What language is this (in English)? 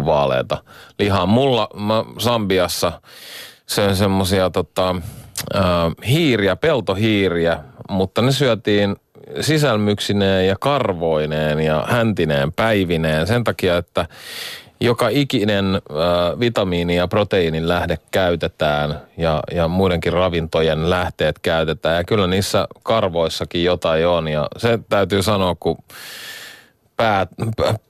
Finnish